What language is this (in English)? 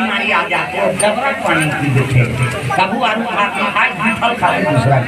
Chhattisgarhi